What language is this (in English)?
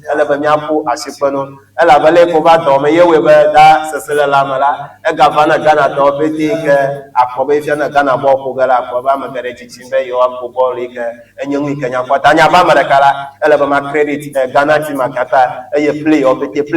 Ewe